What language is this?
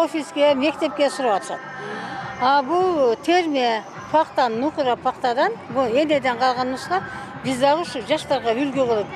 Kyrgyz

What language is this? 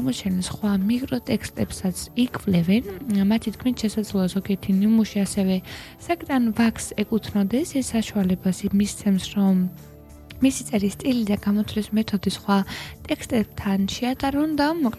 Georgian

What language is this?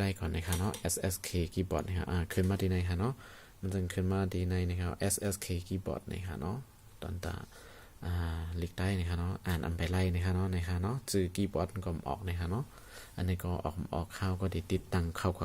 Shan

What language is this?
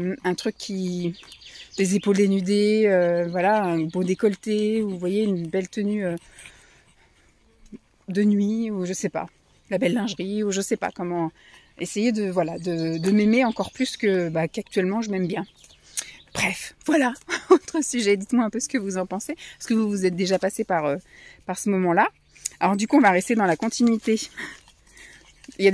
French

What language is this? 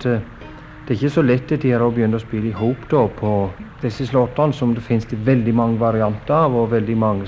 Norwegian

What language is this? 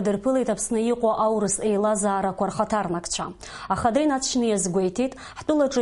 Abkhazian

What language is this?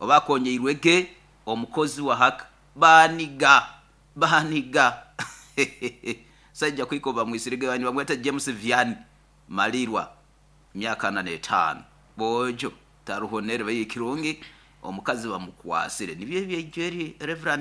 Nyoro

